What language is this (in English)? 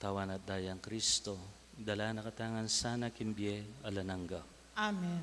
Pampanga